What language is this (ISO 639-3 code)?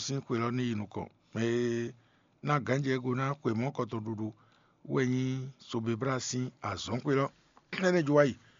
fon